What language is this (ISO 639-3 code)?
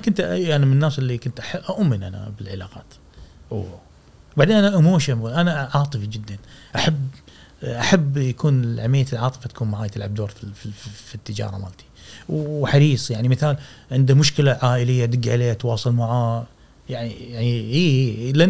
afb